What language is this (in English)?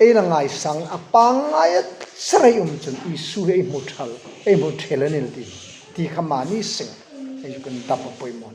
Hmar